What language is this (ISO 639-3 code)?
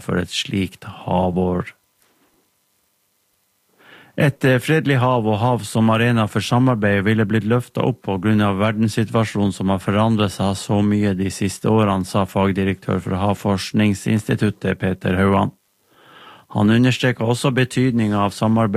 nor